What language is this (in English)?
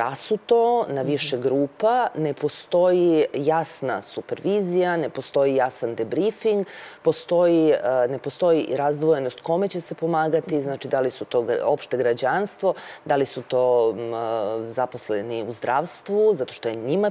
Serbian